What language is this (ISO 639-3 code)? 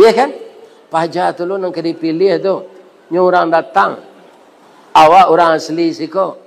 min